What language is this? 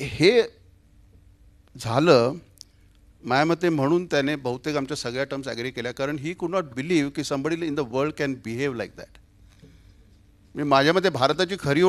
Marathi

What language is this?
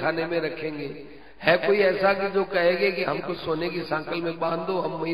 Hindi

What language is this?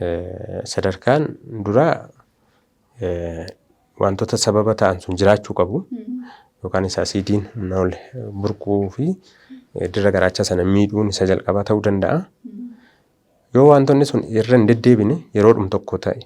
Oromo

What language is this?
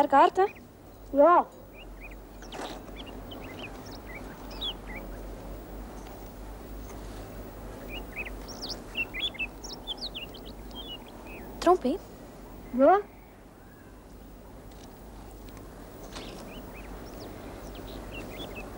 Afrikaans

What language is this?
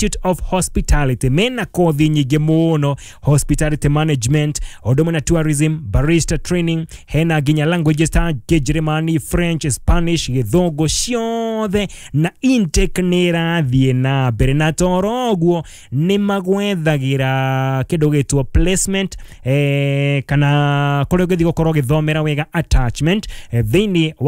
Kikuyu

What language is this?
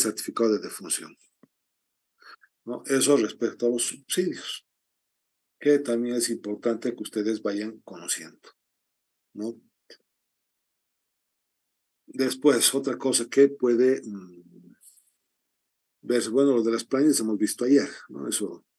Spanish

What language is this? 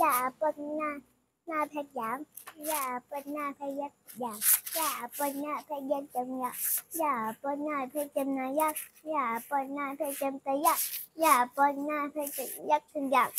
Shan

